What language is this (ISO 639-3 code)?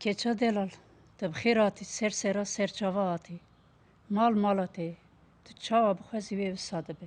kur